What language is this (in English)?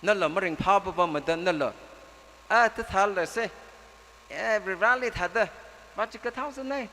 Tangkhul Naga (India)